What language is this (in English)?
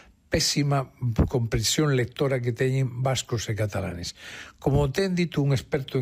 Galician